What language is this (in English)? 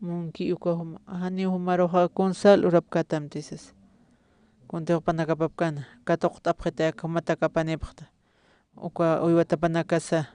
Aymara